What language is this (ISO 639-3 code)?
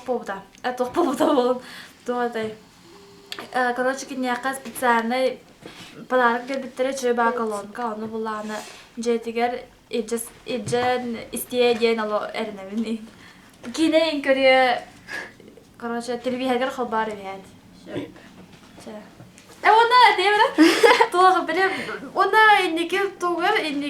sah